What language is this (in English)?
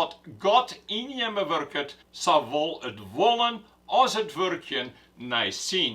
Western Frisian